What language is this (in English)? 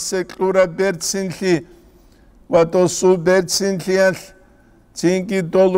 Avaric